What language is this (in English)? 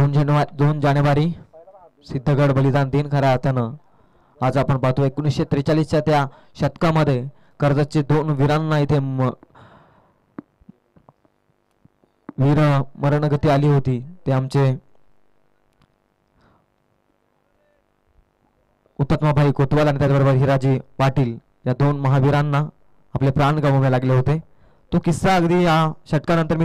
Marathi